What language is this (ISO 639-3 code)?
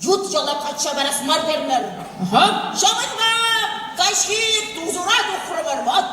chv